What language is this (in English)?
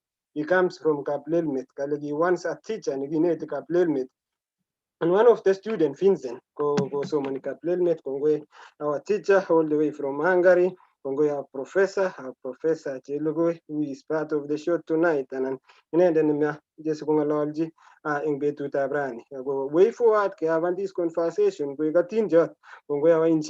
Kalenjin